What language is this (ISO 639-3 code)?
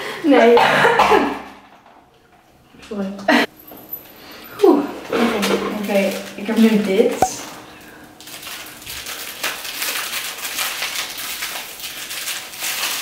nld